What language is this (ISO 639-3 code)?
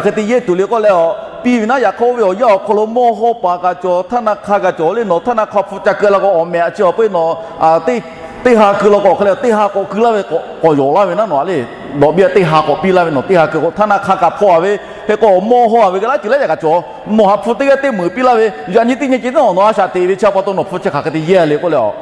lhu